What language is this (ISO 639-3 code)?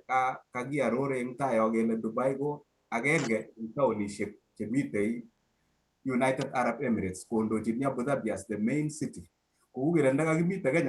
kln